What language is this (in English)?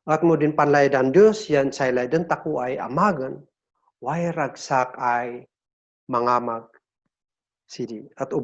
Kankanaey